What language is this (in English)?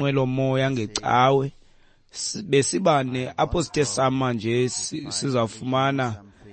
Xhosa